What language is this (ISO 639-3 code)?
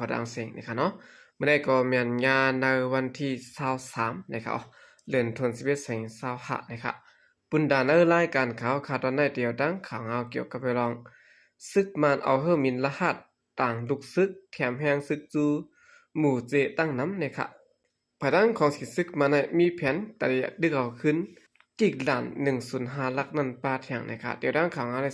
shn